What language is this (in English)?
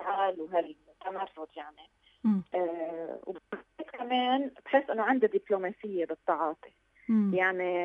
North Levantine Arabic